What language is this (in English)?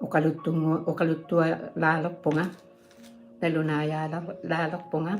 Kalaallisut